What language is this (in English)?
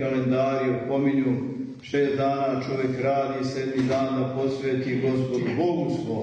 Serbian